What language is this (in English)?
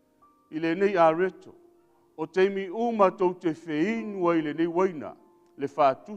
Samoan